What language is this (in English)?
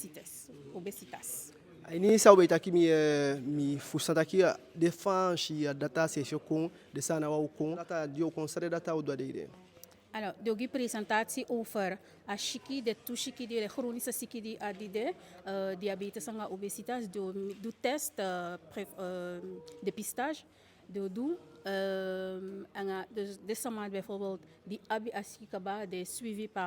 Eastern Maroon Creole